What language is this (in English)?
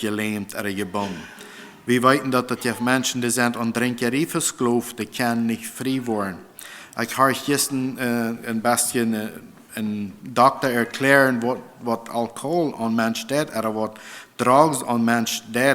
Plautdietsch